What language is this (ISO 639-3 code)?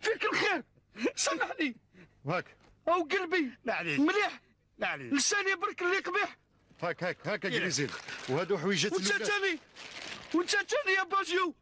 arq